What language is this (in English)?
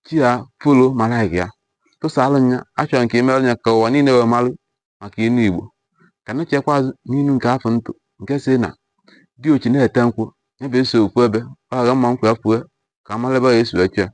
Igbo